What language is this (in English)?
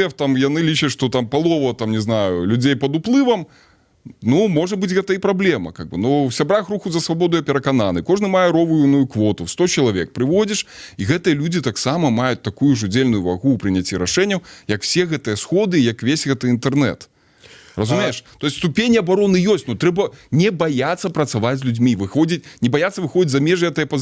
Belarusian